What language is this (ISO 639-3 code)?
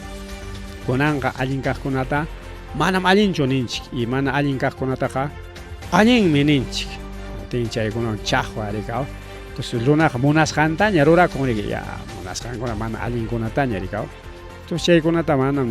quy